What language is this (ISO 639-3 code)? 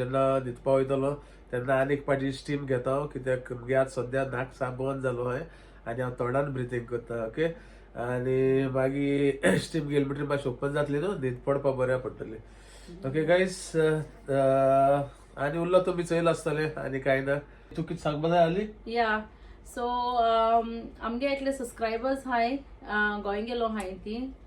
kok